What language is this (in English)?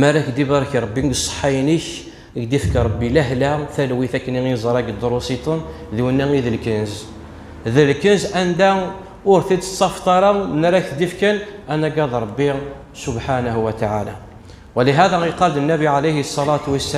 Kabyle